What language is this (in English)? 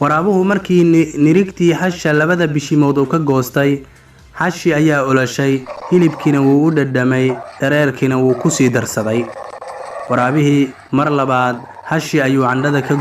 Somali